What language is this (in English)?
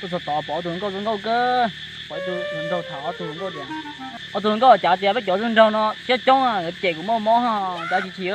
Hmong